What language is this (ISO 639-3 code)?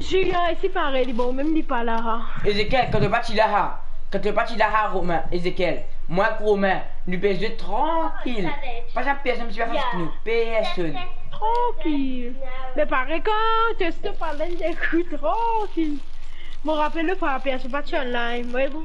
mfe